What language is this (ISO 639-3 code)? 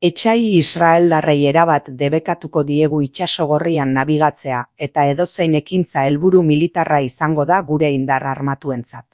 eus